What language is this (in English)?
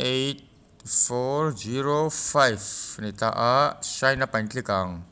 Mizo